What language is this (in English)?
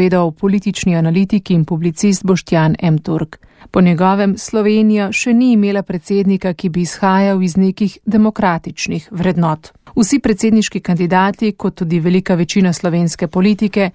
Slovenian